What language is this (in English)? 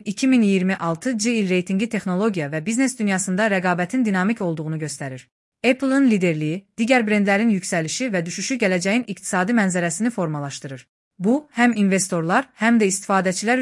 Azerbaijani